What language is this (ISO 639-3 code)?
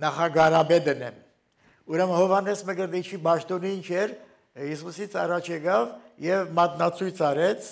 hye